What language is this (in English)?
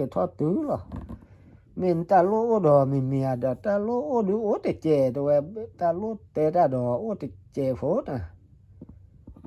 S'gaw Karen